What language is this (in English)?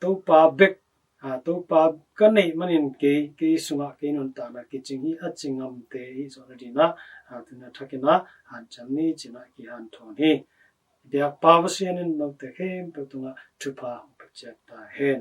Tedim Chin